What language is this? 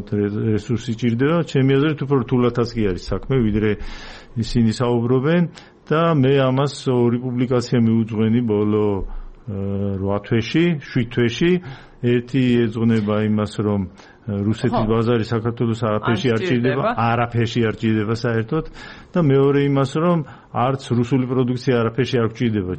Georgian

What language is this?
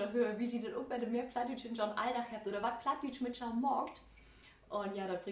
Low German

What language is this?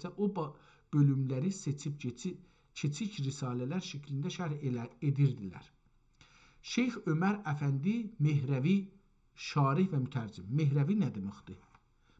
South Azerbaijani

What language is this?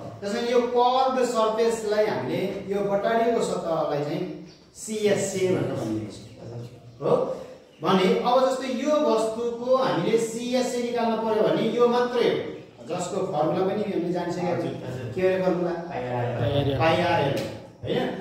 Nepali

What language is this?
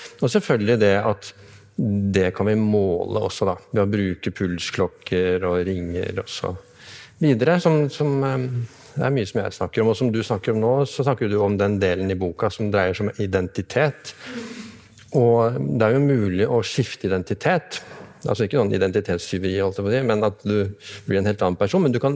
Norwegian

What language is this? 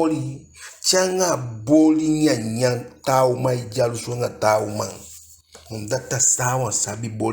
Eastern Maroon Creole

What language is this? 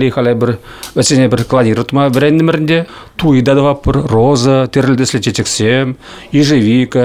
Chuvash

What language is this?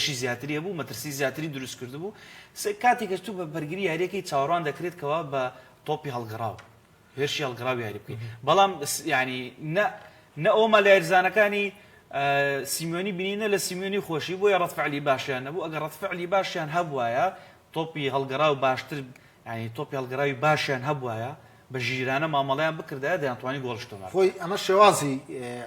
Central Kurdish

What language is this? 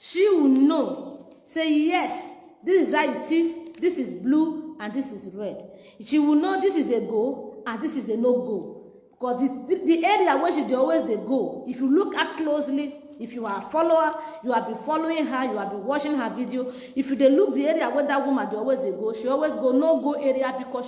Nigerian Pidgin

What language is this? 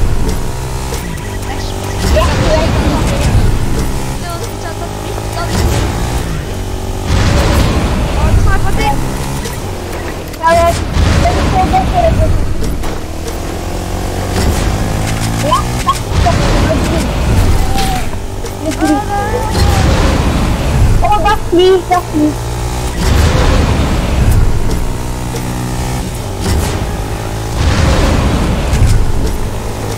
Norwegian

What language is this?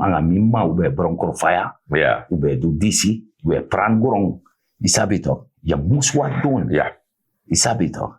Sranan Tongo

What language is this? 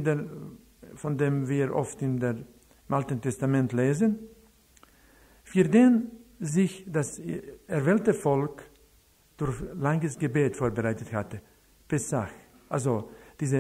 German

